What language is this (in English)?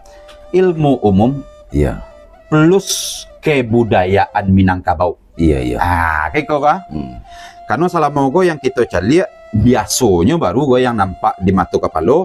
Minangkabau